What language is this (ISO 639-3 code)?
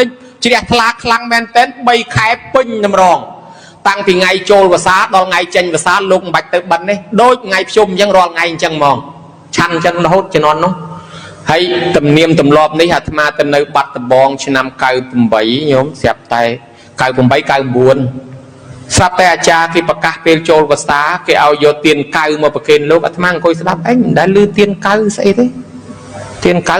khm